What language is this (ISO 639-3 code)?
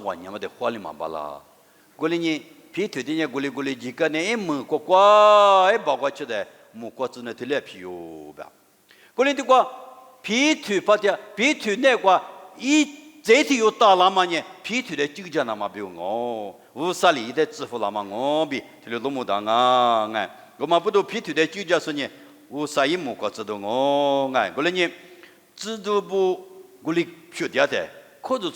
lis